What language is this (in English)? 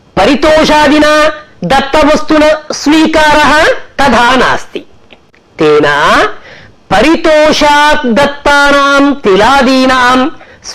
Sanskrit